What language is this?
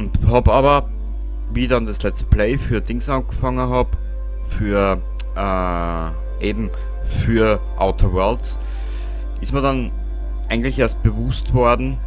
Bavarian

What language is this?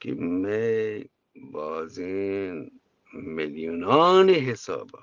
Eastern Balochi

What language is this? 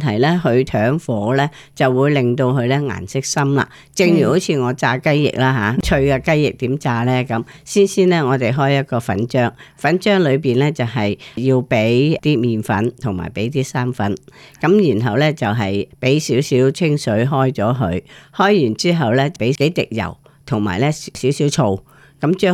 Cantonese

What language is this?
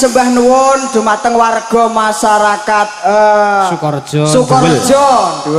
Javanese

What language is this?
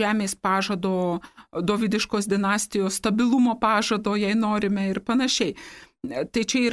Lithuanian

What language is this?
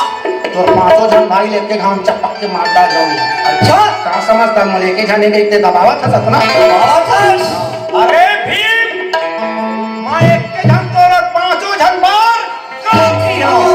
Chhattisgarhi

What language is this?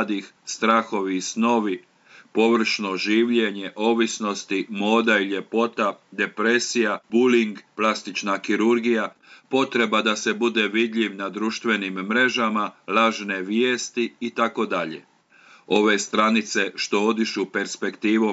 Croatian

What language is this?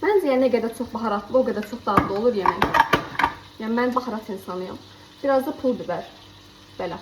Azerbaijani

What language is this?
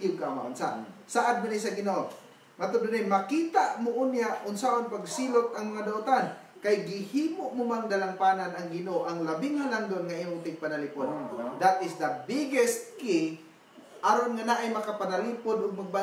Cebuano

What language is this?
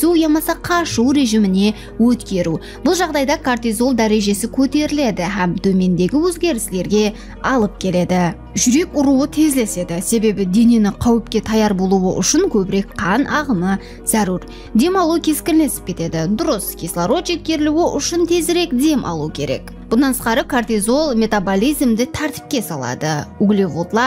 Kara-Kalpak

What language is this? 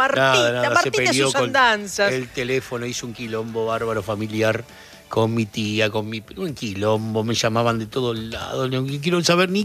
Spanish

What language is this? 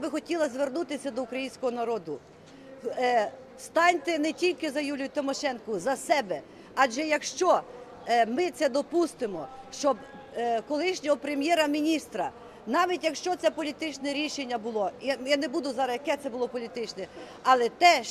Ukrainian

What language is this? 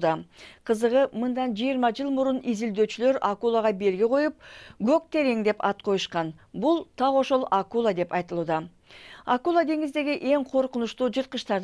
Kyrgyz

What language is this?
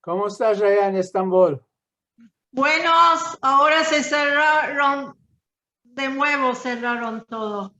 Ladino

